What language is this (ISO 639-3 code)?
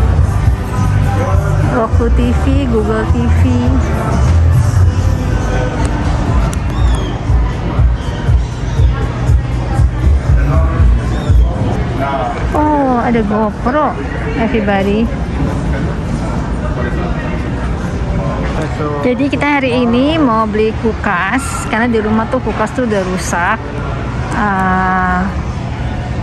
ind